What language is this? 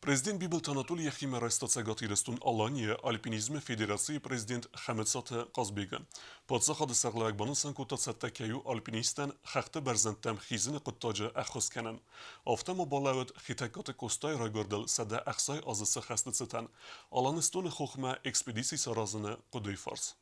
Ossetic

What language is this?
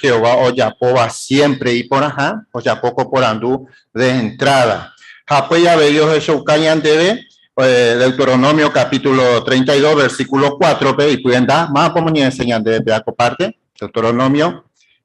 Guarani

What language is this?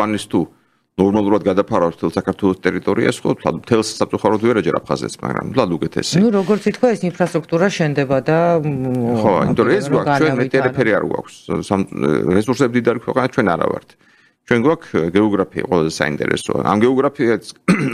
Georgian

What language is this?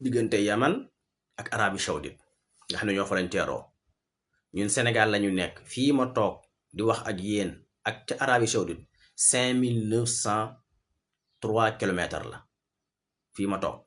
Wolof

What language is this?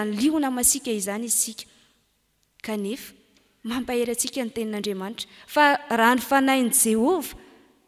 Malagasy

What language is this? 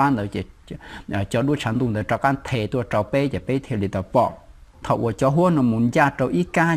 Hmong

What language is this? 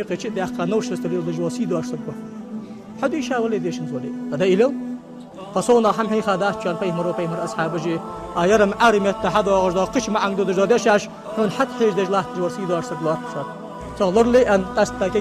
Ingush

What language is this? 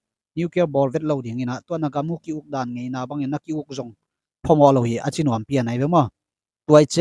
Tedim Chin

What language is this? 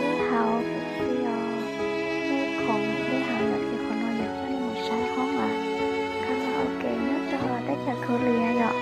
Hmong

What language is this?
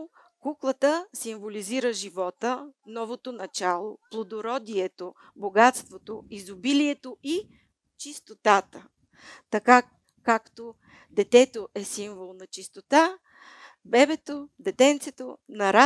Bulgarian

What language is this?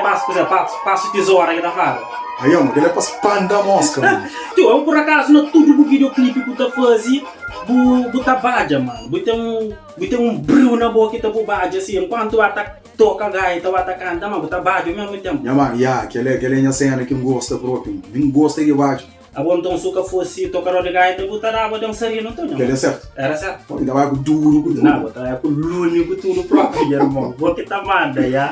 Kabuverdianu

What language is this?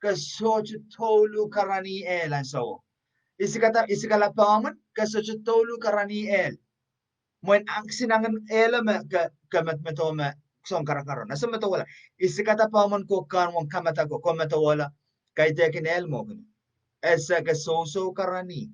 Pohnpeian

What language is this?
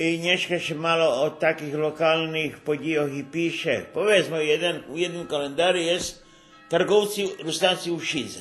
Rusyn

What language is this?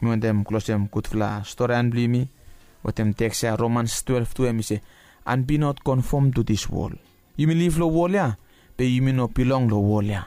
Bislama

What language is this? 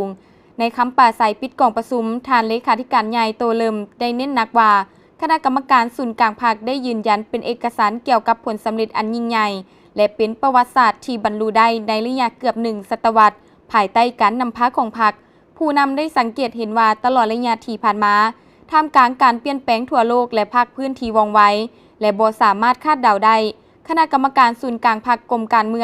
Lao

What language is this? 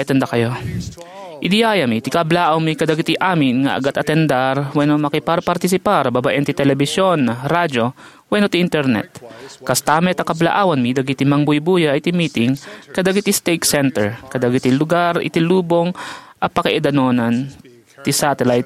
Iloko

